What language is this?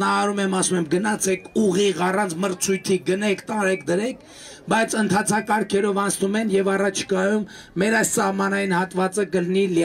Armenian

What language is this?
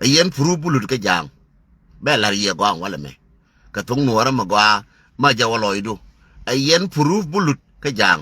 Nuer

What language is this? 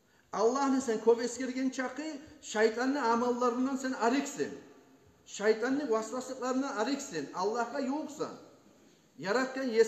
Kumyk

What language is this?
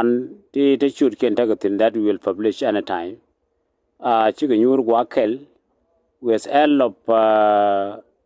Nuer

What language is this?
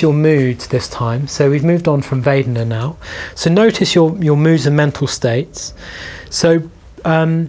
English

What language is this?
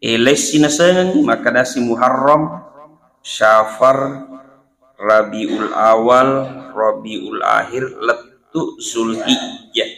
Buginese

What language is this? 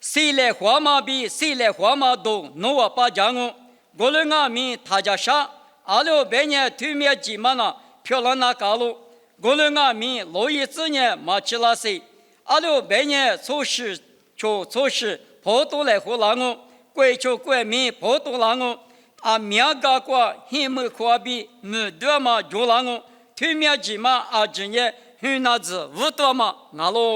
Lisu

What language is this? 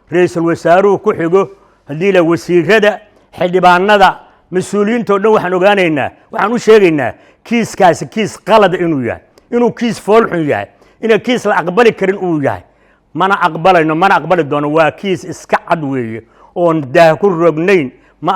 Somali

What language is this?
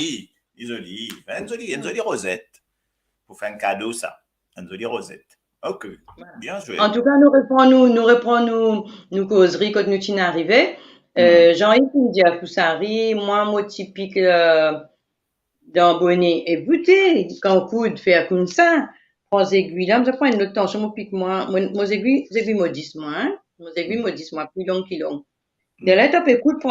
Morisyen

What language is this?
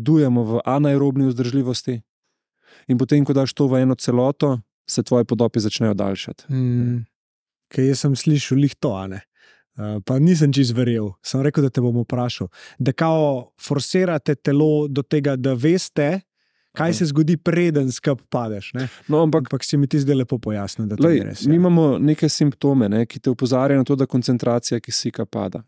Slovenian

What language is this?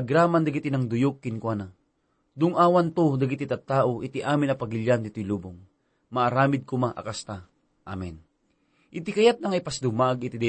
Iloko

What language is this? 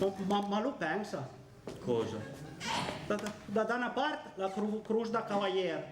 Piedmontese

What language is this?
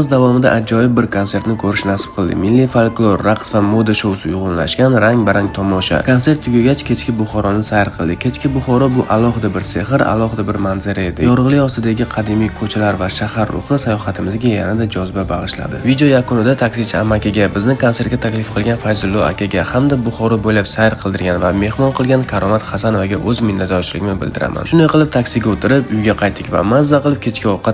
Uzbek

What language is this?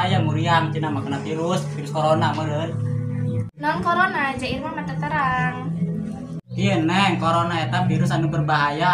Sundanese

